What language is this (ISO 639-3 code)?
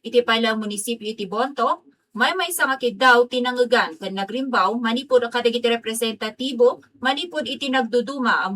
ilo